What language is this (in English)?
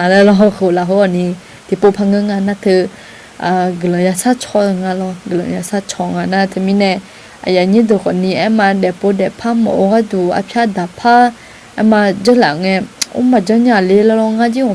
Akha